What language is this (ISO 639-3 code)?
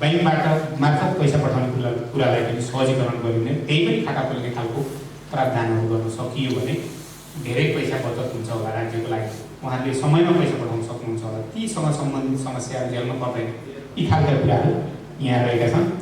nep